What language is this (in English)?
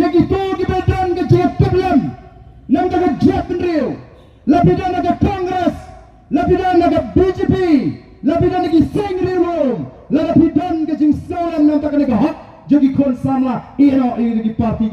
Khasi